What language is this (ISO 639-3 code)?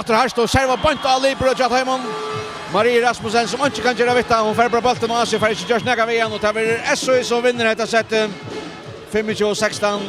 fao